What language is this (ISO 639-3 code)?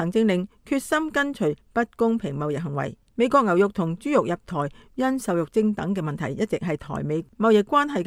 yue